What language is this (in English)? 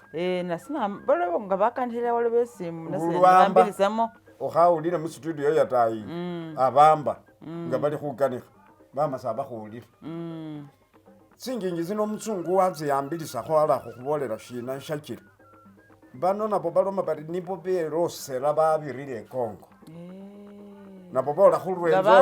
Masaaba